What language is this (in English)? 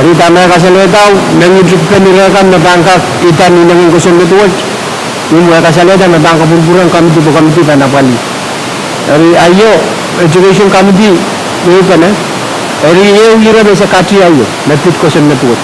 Pohnpeian